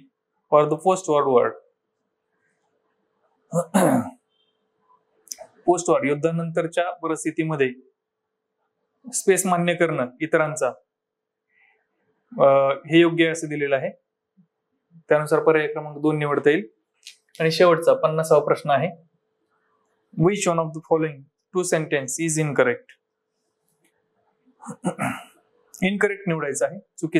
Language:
Marathi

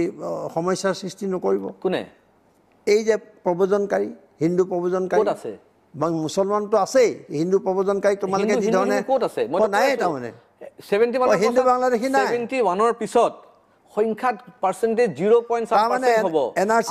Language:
Assamese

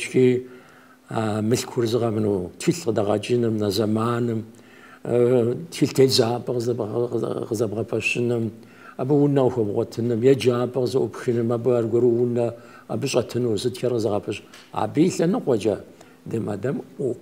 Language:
Kabardian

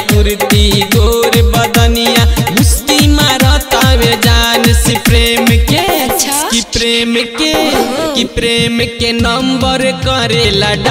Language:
Bhojpuri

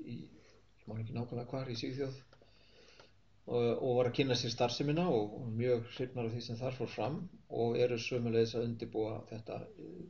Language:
Icelandic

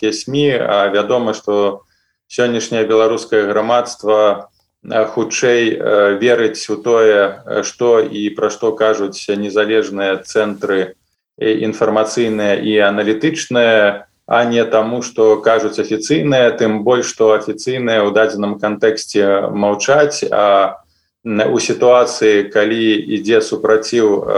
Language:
Belarusian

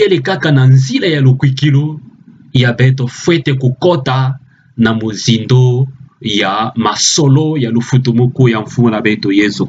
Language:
Kituba (Democratic Republic of Congo)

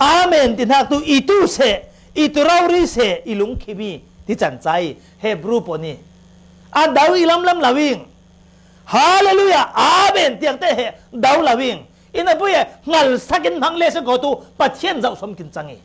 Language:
Falam Chin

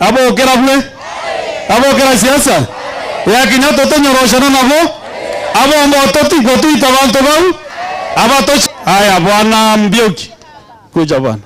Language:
Meru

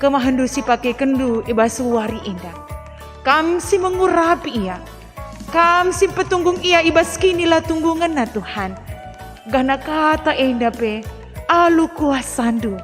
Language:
Batak Karo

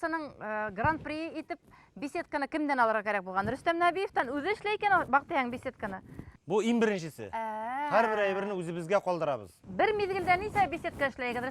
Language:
Bashkir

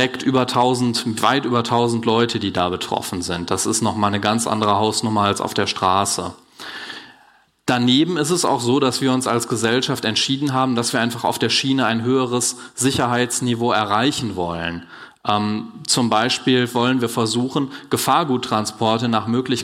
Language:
German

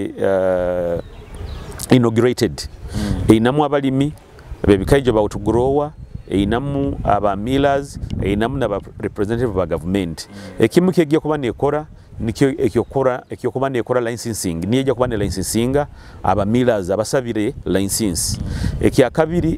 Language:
Nyoro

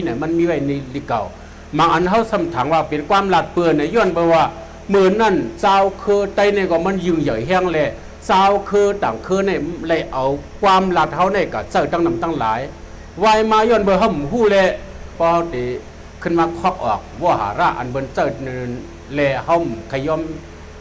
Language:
Shan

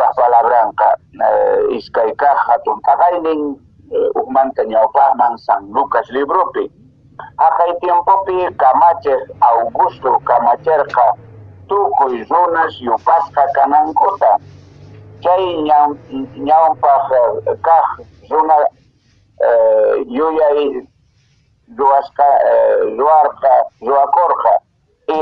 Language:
Quechua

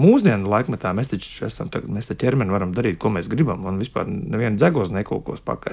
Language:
Latvian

